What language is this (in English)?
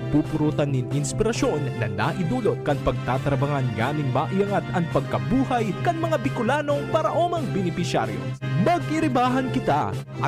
Bikol